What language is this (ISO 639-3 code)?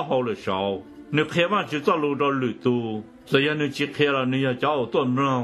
hmn